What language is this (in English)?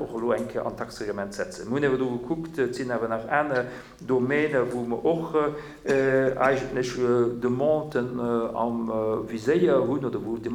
Luxembourgish